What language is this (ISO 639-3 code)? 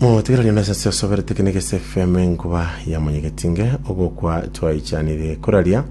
guz